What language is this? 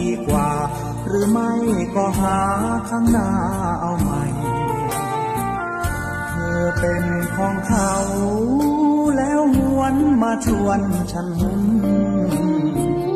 Thai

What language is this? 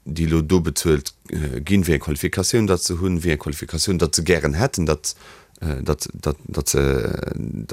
Luxembourgish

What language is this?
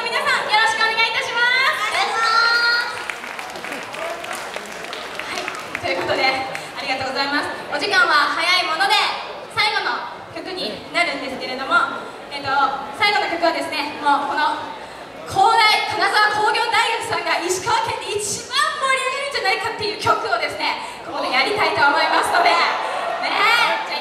Japanese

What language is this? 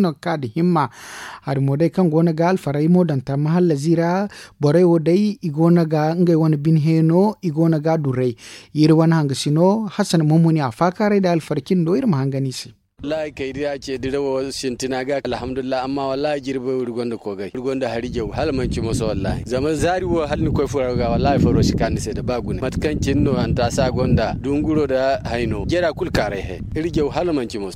Zarma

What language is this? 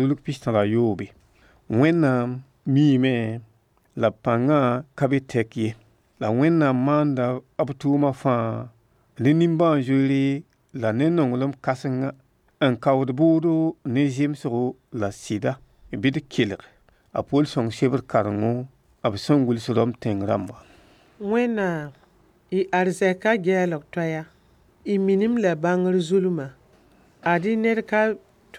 Mossi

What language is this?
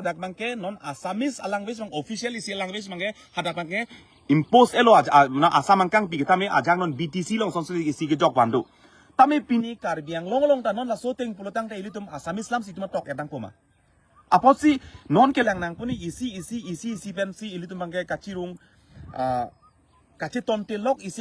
Karbi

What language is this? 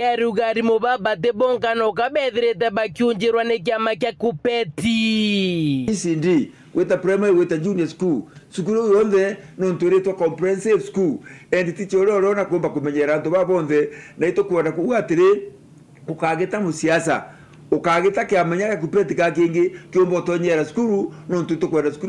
Meru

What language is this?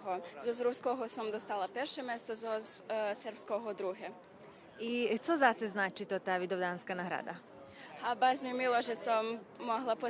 Rusyn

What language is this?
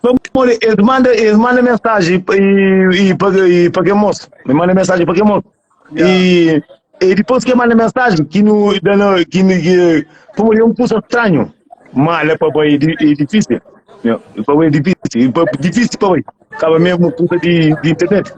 Kabuverdianu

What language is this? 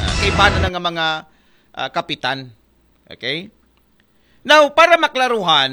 Aklanon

